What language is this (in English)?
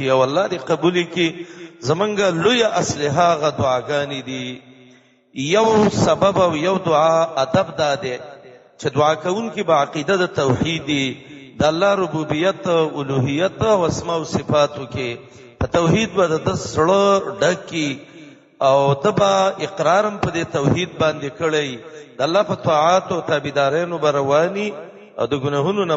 Pashto